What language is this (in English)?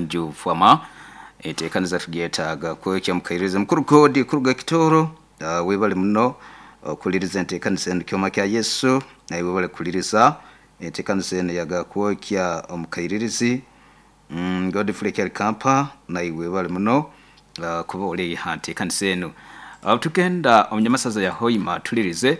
Nyoro